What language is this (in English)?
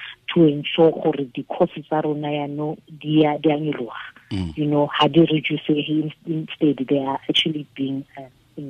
Tswana